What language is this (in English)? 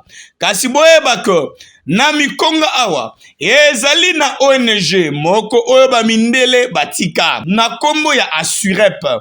Lingala